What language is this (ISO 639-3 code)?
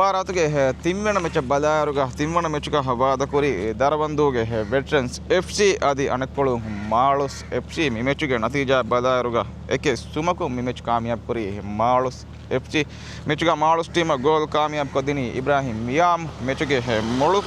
div